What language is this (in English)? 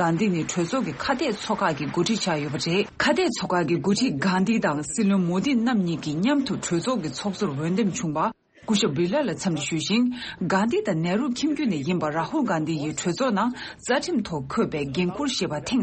Tibetan